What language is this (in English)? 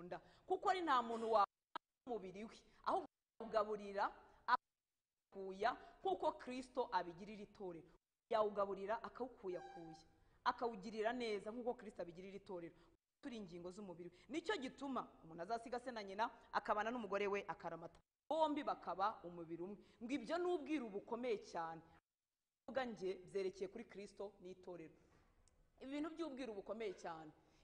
Kinyarwanda